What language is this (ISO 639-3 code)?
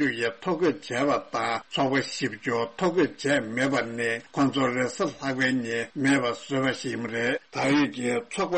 bod